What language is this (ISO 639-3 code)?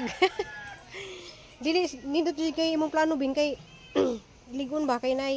ceb